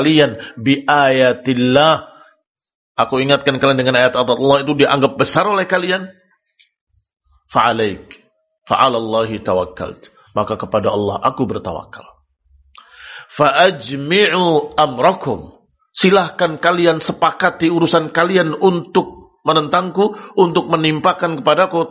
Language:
Indonesian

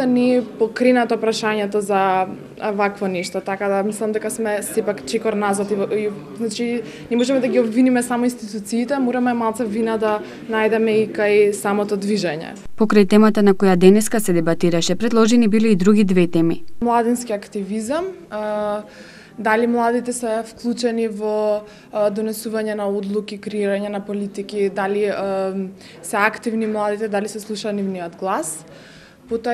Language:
Macedonian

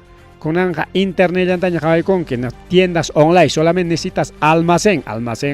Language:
Ayacucho Quechua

